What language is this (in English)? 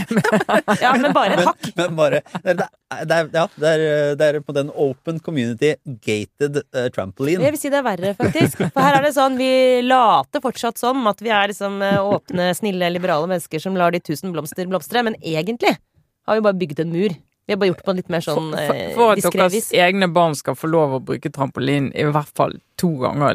Norwegian